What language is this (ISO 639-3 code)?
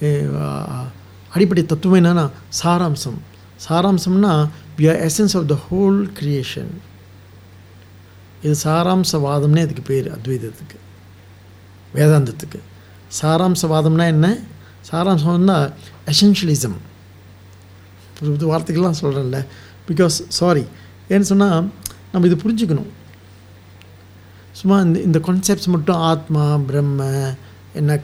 tam